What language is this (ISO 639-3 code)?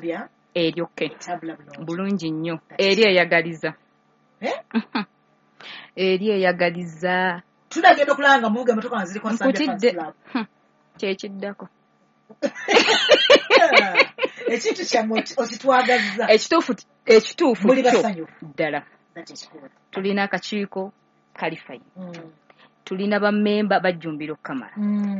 lug